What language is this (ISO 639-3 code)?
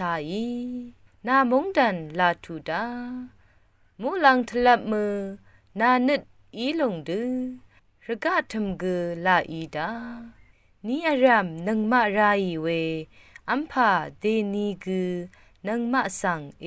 raw